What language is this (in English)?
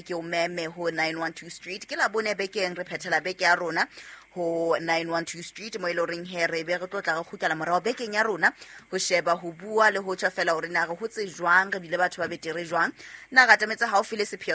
Southern Sotho